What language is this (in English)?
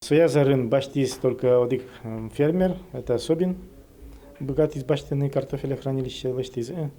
Udmurt